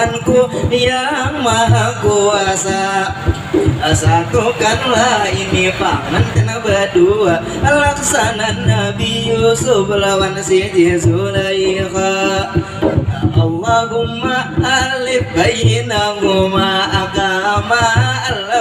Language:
Banjar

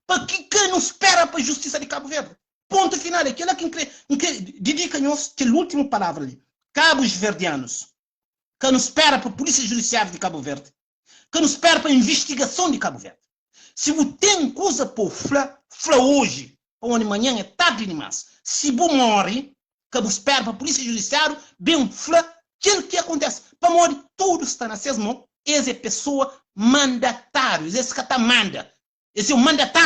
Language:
Kabuverdianu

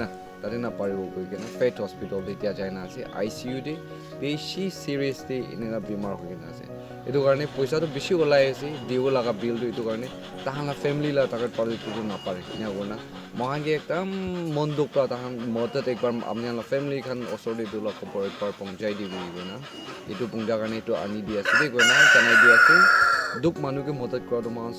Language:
Naga Pidgin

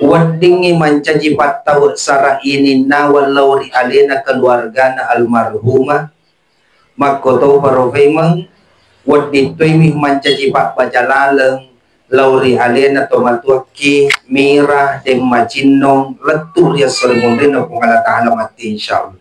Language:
Buginese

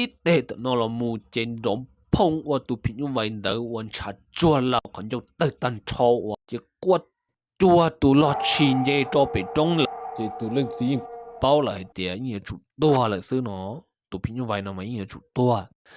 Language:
Hmong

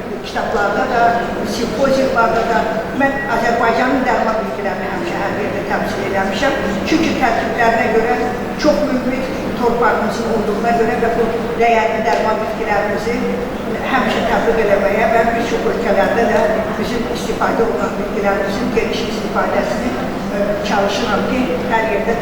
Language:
Azerbaijani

